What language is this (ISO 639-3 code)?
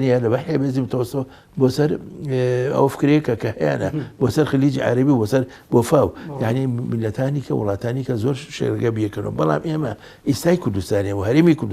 ckb